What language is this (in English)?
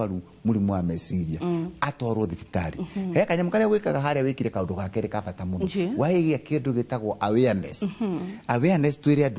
Kikuyu